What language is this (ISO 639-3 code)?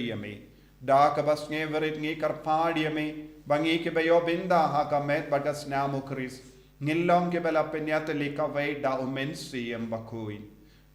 kha